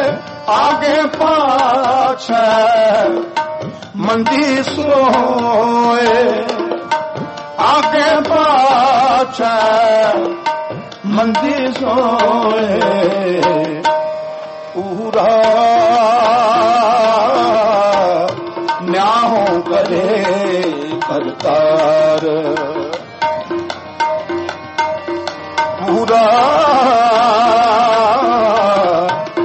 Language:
Punjabi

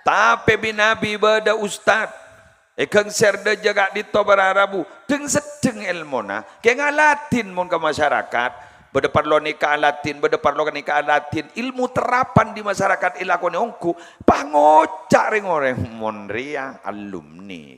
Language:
Madurese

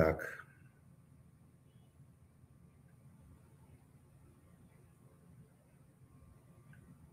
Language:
Russian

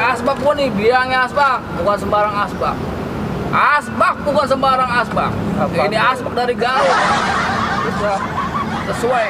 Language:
Betawi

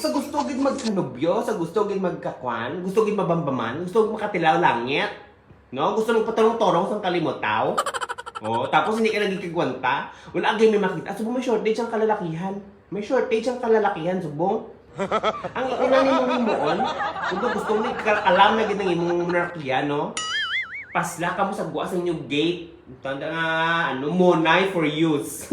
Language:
Hiligaynon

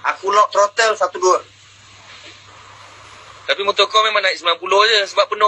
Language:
Malay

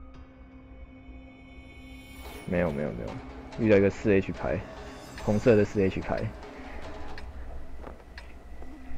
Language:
Chinese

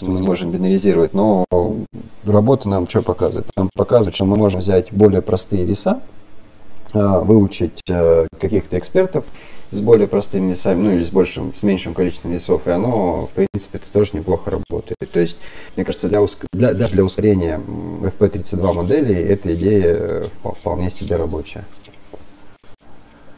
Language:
Russian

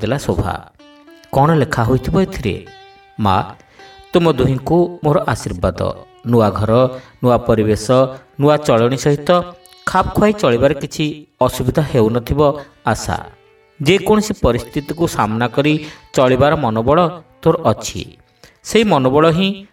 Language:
Odia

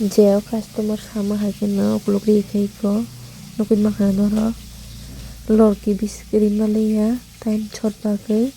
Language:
Kok Borok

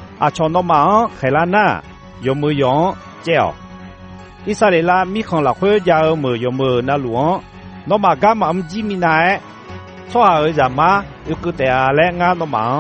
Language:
Akha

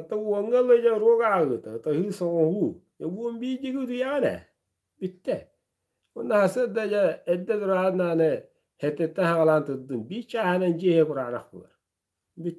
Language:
Yakut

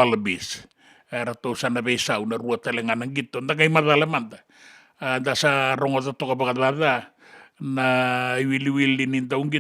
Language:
Fijian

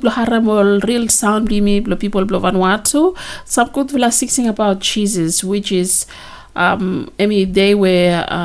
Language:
Bislama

